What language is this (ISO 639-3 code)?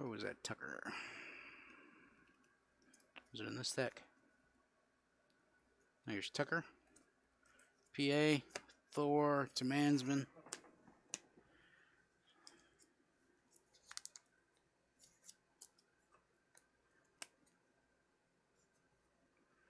eng